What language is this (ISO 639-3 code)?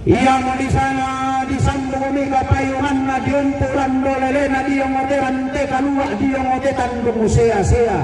sda